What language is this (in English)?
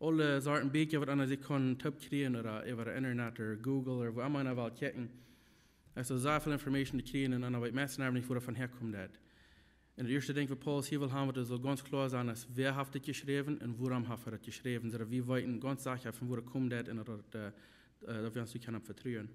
Plautdietsch